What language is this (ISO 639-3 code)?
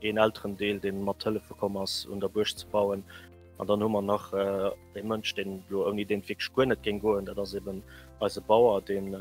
ltz